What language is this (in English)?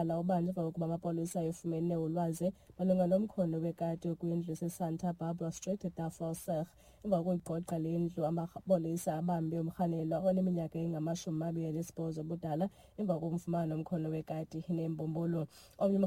Xhosa